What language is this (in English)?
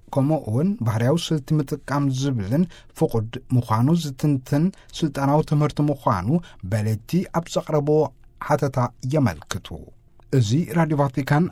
Tigrinya